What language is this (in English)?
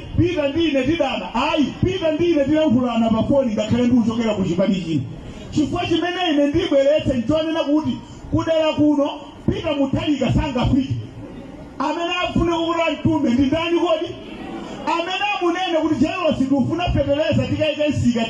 Nyanja